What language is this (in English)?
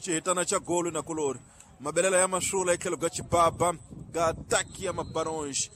Tsonga